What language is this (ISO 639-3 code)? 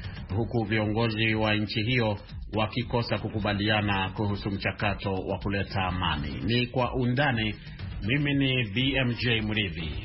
swa